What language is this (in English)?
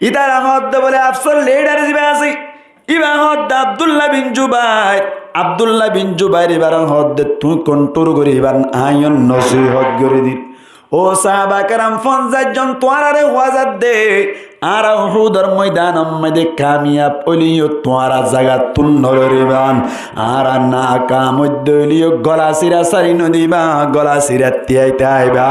Rohingya